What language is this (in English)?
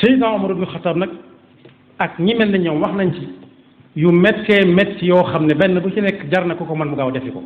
Wolof